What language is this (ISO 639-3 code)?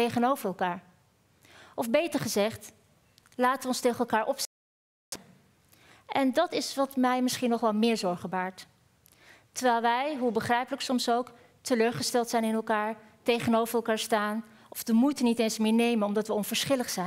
nld